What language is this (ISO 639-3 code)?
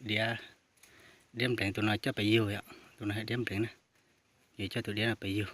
hmn